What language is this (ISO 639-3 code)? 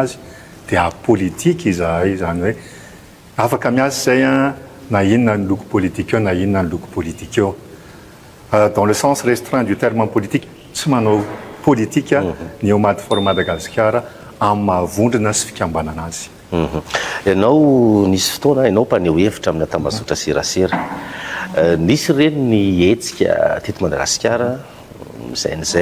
mlg